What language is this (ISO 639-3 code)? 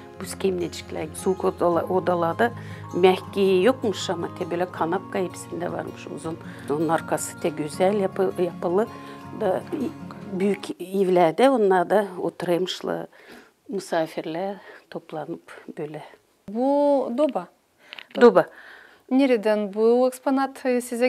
gag